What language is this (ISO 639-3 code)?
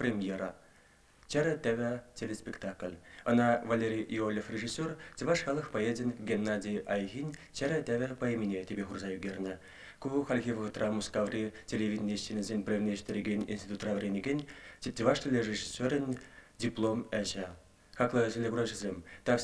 chv